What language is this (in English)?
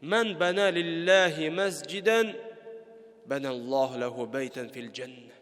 Tatar